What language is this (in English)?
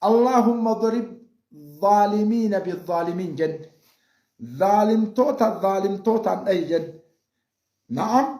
Oromo